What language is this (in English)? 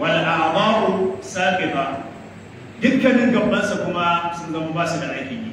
Hausa